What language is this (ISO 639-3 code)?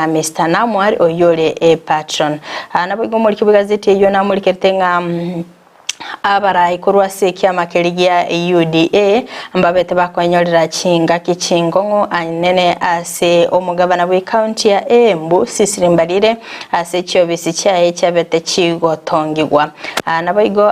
guz